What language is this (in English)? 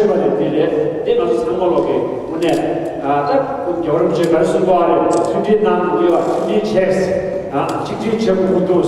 Tibetan